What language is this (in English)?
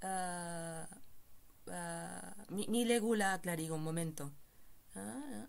Esperanto